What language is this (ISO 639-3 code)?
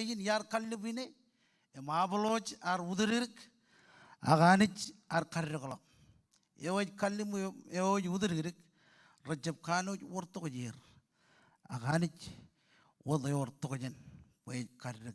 mah